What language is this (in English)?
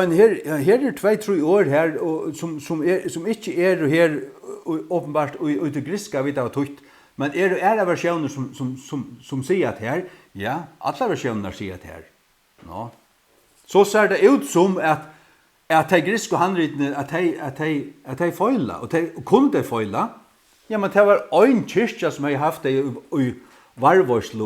Faroese